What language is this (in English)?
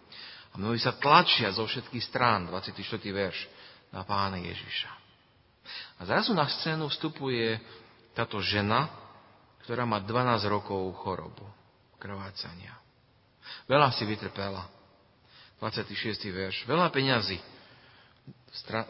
Slovak